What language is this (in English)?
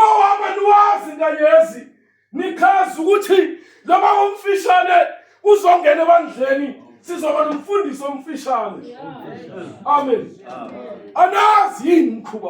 Zulu